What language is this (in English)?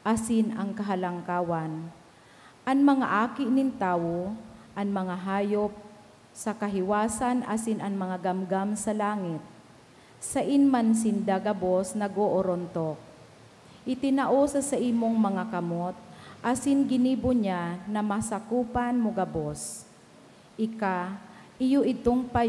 Bikol